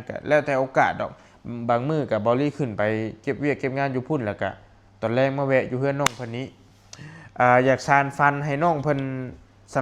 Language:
Lao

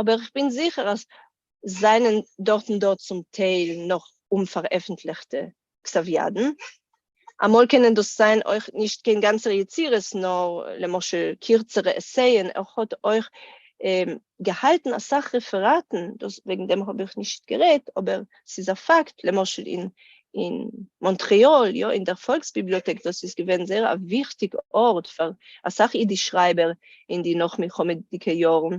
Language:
Yiddish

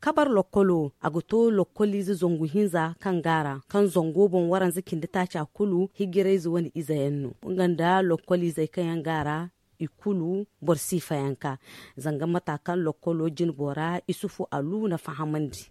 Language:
Zarma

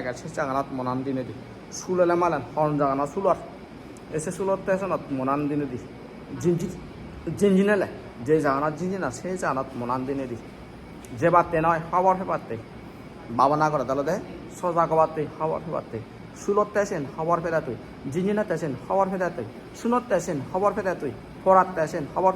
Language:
Chakma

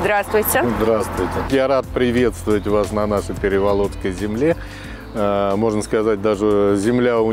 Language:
Russian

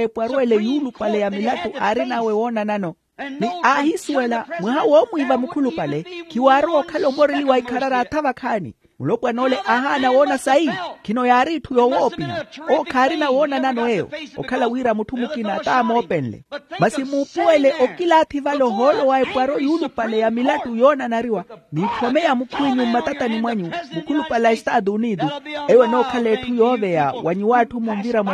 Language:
Makhuwa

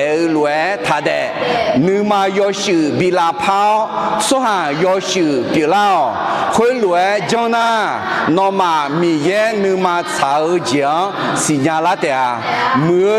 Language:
Akha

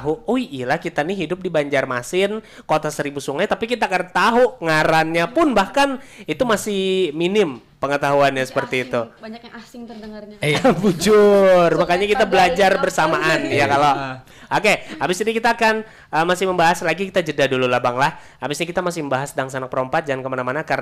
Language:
Banjar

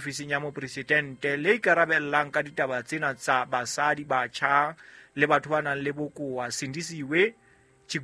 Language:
Southern Sotho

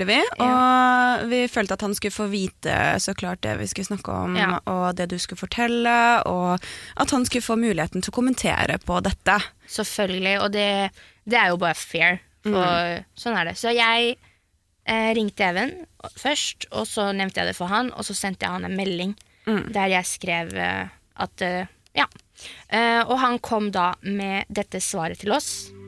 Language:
Norwegian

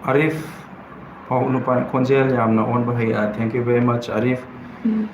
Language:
Manipuri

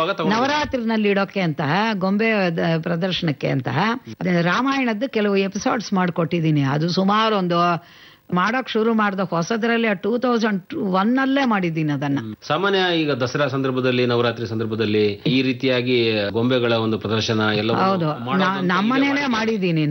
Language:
Kannada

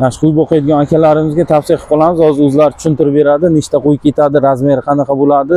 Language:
Uzbek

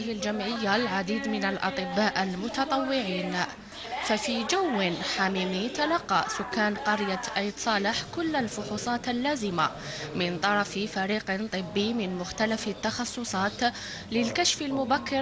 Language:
Kabyle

